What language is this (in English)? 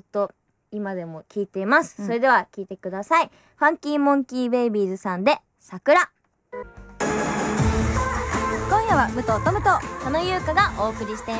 Japanese